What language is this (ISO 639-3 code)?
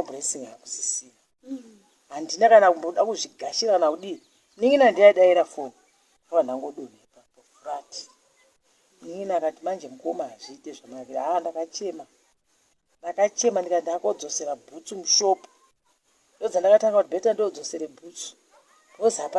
sna